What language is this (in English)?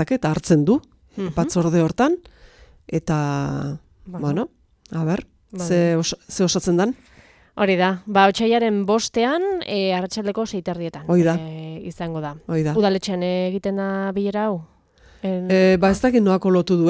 Basque